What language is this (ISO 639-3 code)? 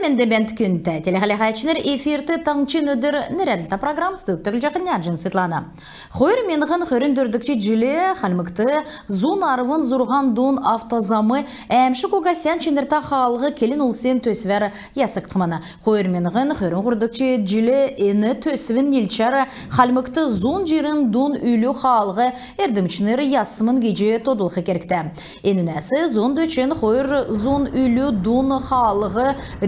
xal